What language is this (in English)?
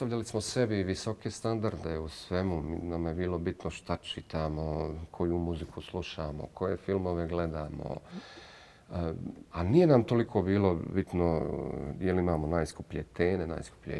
Bosnian